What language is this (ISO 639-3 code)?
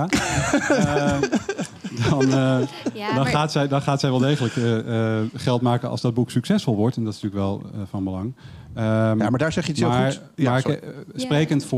nld